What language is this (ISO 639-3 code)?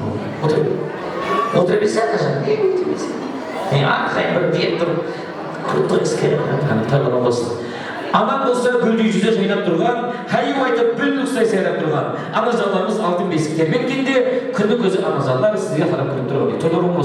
kaa